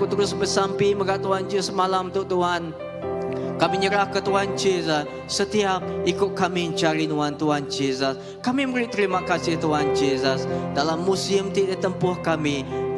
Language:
Iban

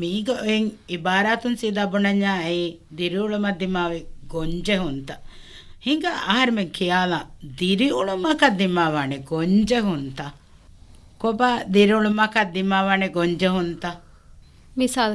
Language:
Divehi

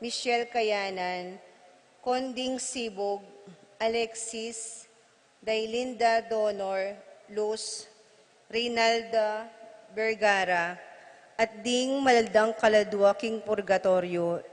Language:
Pampanga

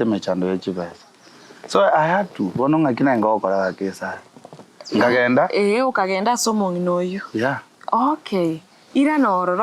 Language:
Gusii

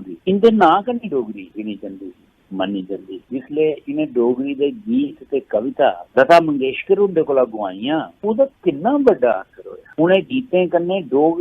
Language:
Dogri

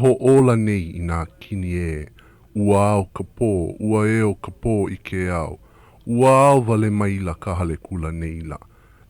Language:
Hawaiian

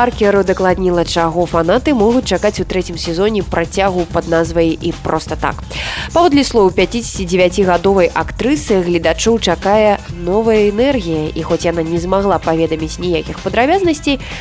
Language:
Belarusian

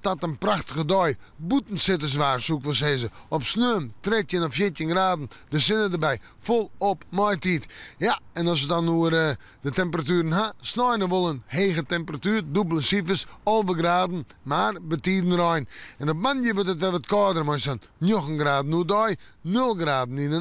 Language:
Western Frisian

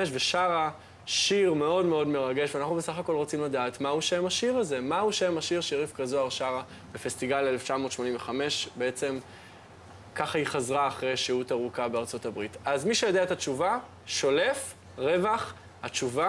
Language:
Hebrew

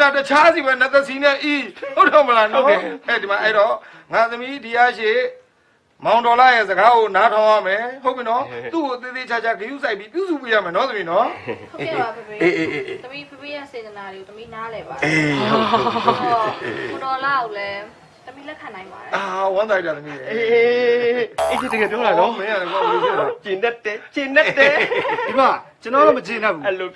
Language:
Burmese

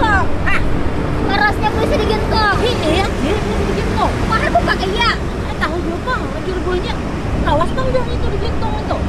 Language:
Banjar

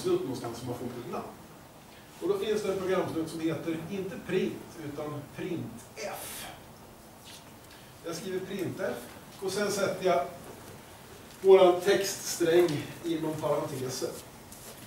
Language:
Swedish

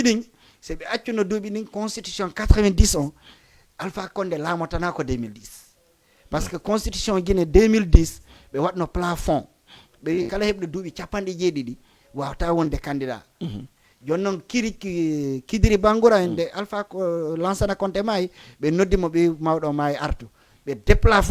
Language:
Fula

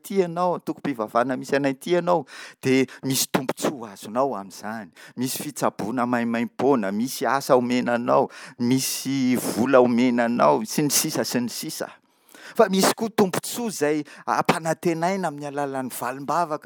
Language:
Malagasy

